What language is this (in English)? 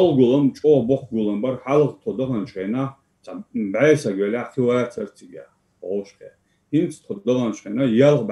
Chechen